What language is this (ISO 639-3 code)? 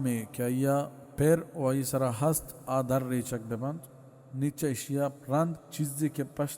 bal